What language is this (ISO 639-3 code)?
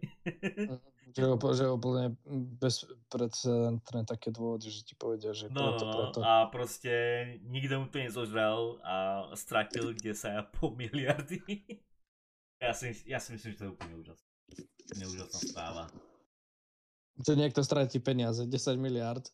slk